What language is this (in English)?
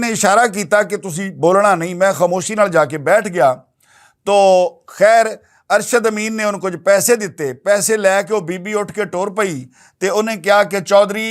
Western Panjabi